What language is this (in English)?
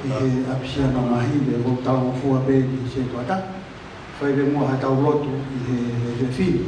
Tongan